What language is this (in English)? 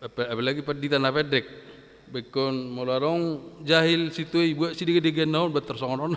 Batak Toba